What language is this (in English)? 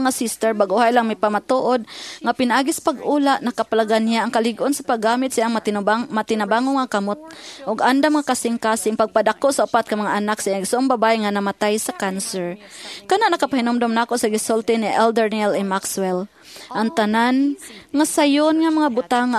Cebuano